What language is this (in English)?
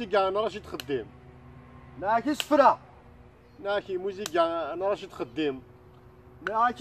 Kabyle